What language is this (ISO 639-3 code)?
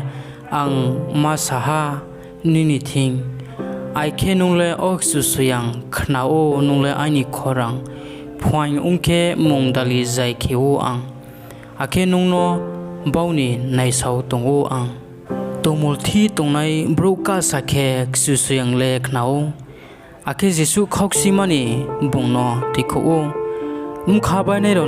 ria